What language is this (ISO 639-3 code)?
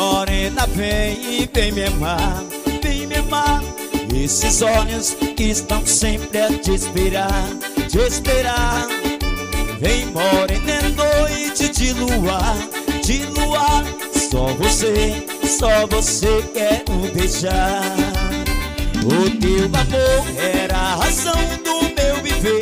por